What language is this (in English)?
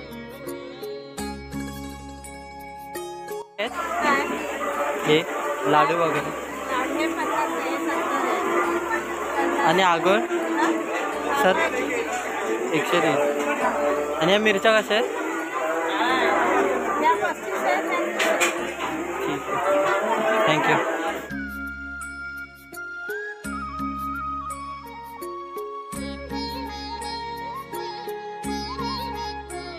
Marathi